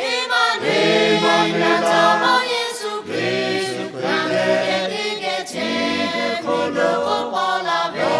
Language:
Lahu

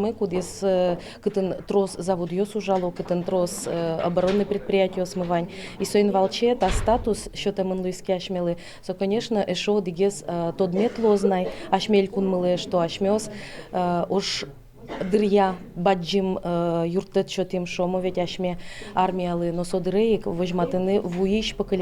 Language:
Udmurt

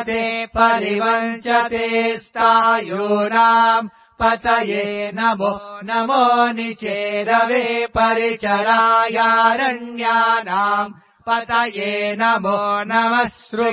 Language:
Sanskrit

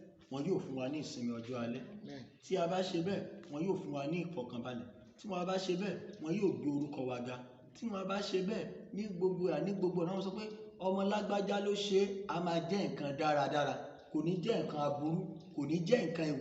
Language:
Yoruba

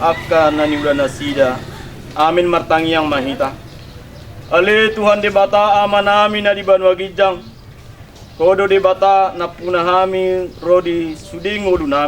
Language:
Batak Toba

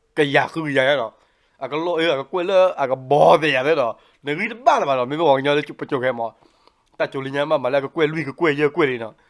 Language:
S'gaw Karen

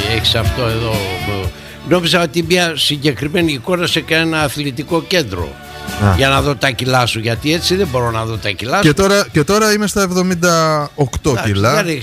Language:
Greek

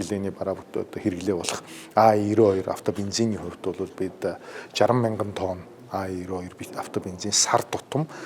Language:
Mongolian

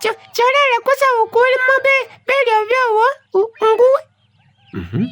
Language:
Masaaba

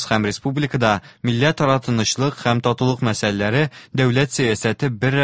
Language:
Tatar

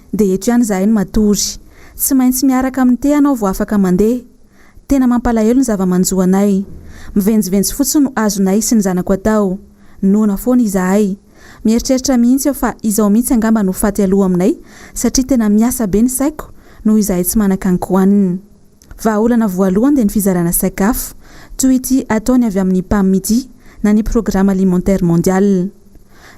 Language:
Malagasy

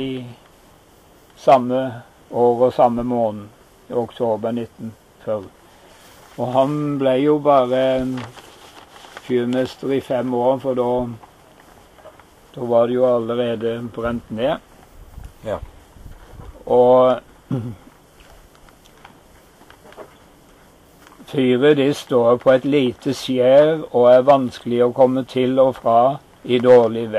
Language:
Norwegian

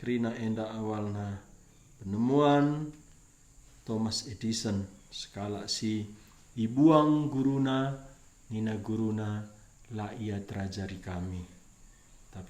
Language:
Batak Karo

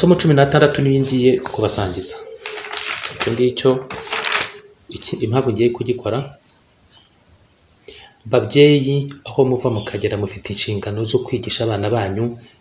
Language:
Kinyarwanda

